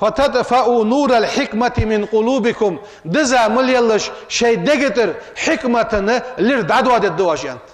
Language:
Ingush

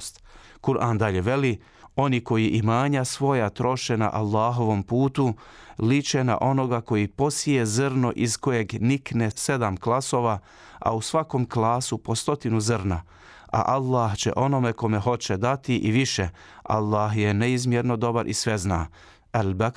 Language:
Bosnian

